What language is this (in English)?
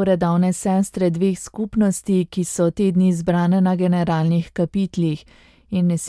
Slovenian